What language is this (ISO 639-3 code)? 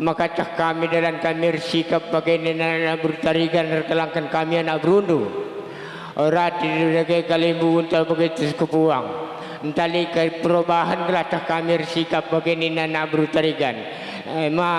btx